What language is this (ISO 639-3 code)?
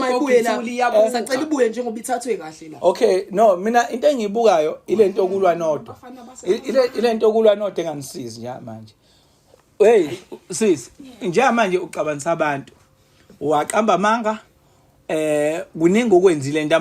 zul